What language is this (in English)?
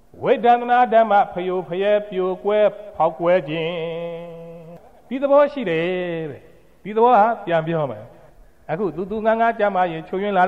Burmese